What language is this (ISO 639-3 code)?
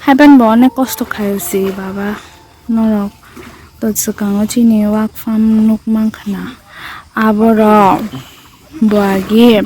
trp